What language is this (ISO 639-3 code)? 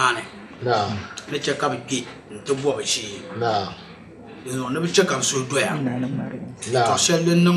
dag